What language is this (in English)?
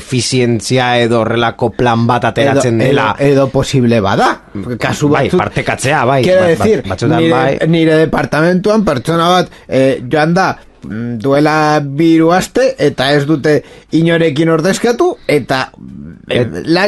Basque